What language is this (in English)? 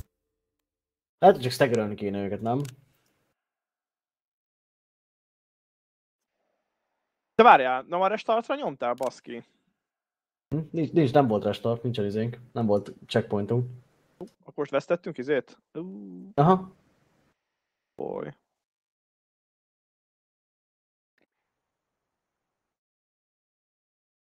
Hungarian